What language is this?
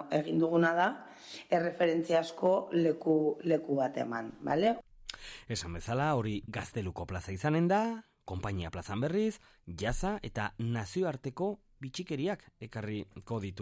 Basque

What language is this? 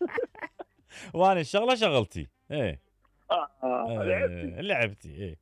Mesopotamian Arabic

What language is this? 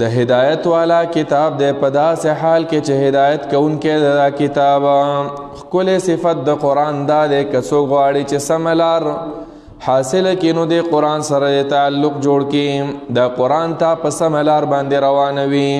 Pashto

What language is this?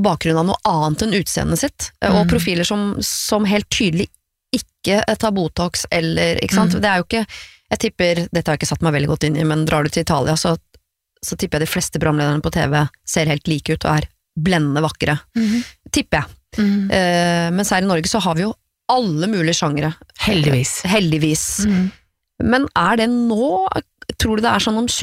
Norwegian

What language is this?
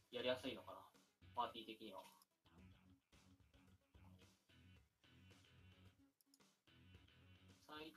Japanese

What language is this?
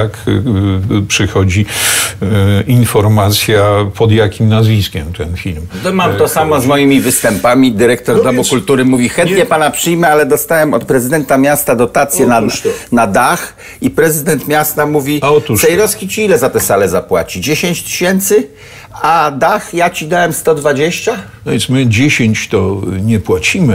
Polish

